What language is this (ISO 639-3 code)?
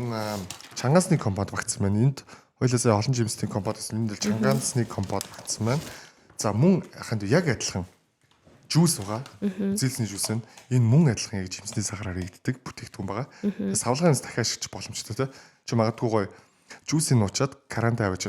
mon